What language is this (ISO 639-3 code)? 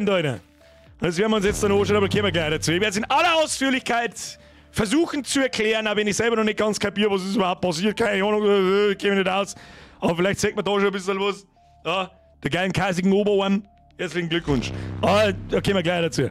bar